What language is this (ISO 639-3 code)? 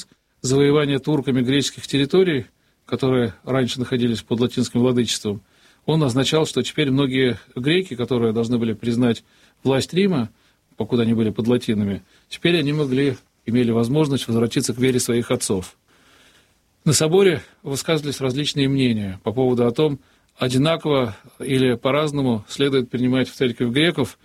rus